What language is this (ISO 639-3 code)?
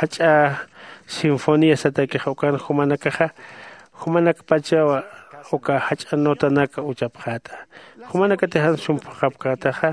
aym